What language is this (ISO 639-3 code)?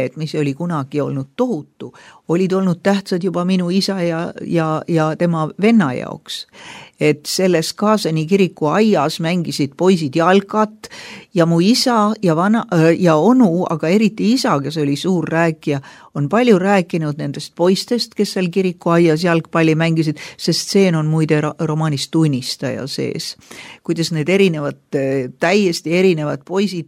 est